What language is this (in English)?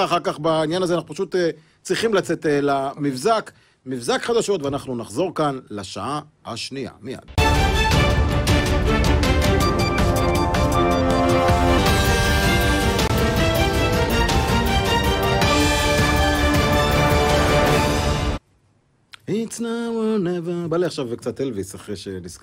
Hebrew